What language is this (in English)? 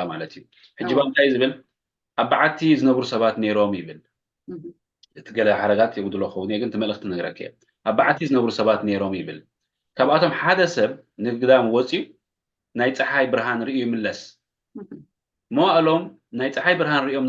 Tigrinya